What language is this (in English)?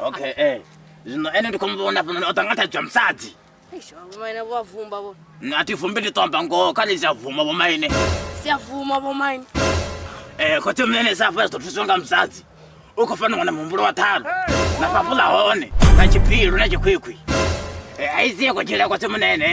Venda